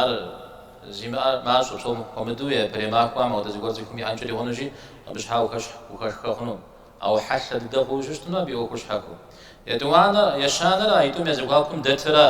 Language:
Kabardian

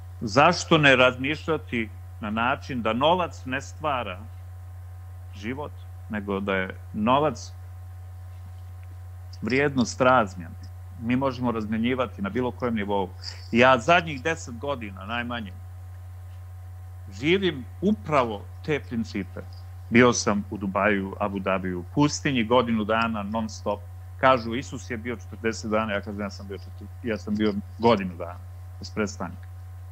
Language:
Croatian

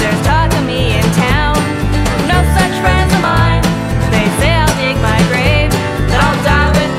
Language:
Asturian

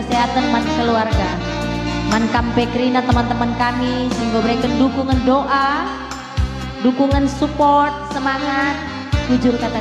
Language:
Batak Karo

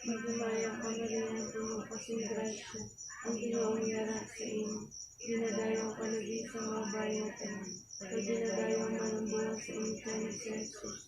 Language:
Hiligaynon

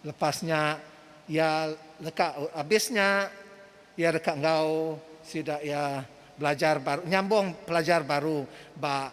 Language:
Iban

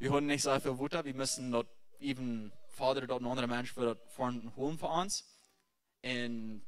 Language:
Plautdietsch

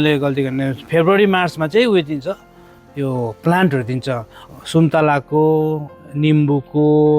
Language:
Nepali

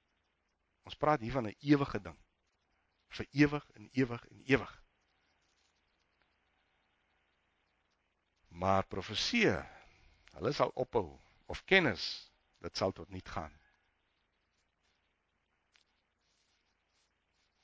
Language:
Afrikaans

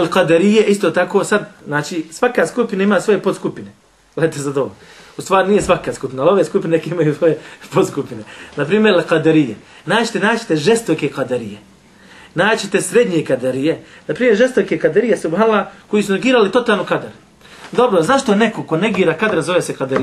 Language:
Bosnian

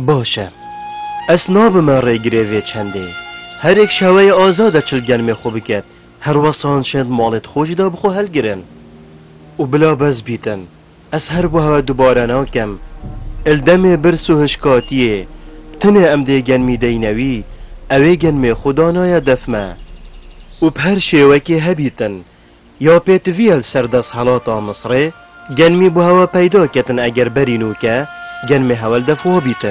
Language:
Kurdish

